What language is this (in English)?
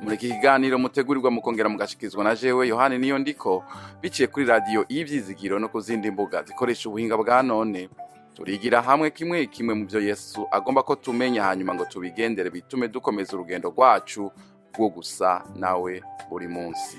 Rundi